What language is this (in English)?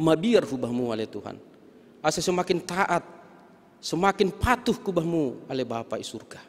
Batak Simalungun